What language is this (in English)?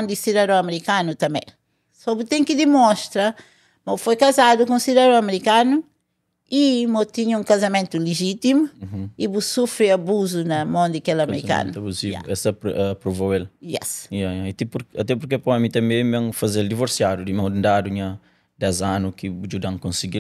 Kabuverdianu